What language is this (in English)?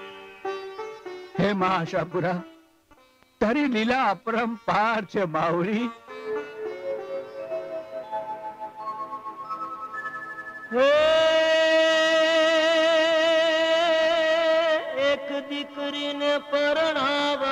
Gujarati